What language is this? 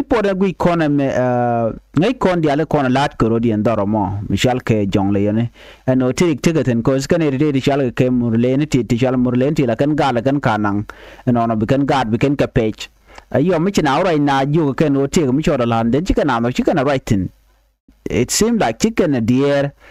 Nuer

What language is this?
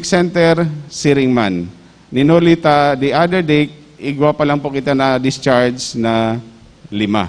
Bikol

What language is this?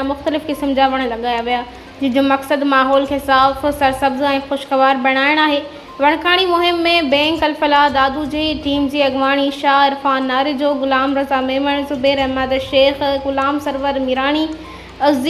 Sindhi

